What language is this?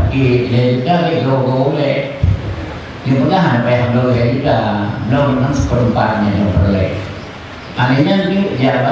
Achinese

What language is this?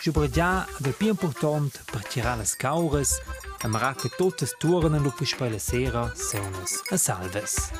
Romansh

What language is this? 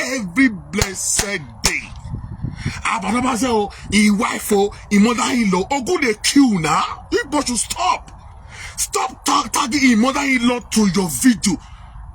Nigerian Pidgin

